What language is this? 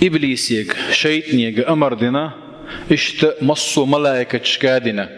Chechen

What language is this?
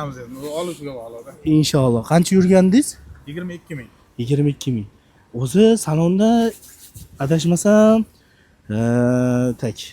Uzbek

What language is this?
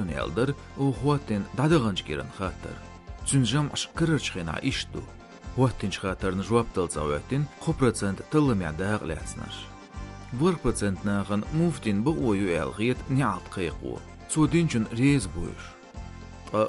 Chechen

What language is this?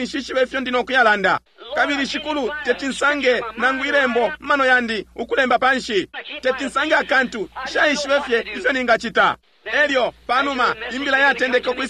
Bemba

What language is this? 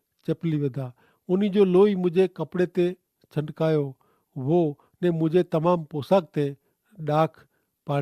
Kachhi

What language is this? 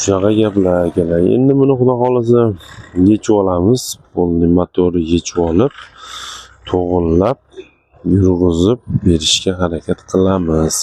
Uzbek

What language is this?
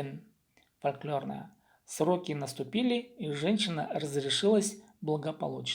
Khakas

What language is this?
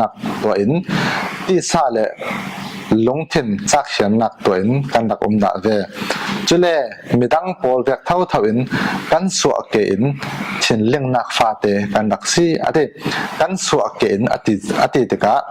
Falam Chin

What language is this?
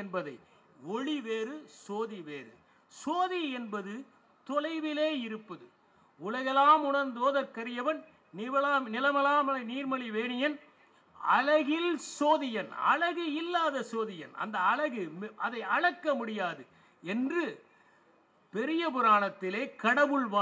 Tamil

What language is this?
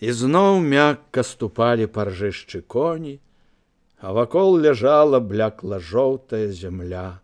Belarusian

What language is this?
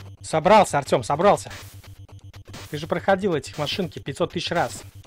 Russian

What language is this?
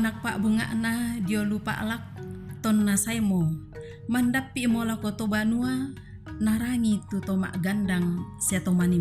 Toraja-Sa'dan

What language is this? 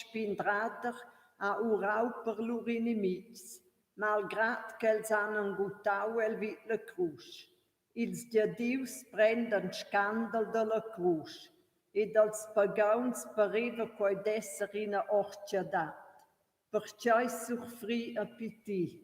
Romansh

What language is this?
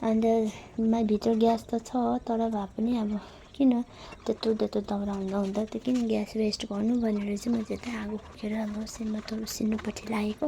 Nepali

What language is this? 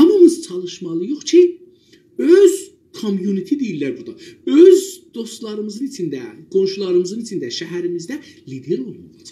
South Azerbaijani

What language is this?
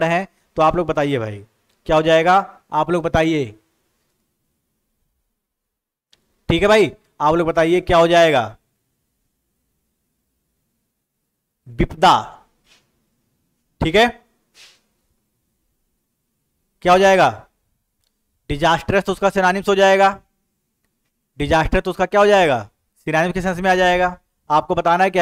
Hindi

